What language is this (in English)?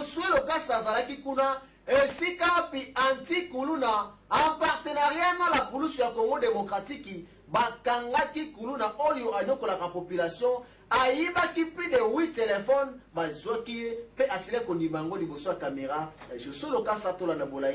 Lingala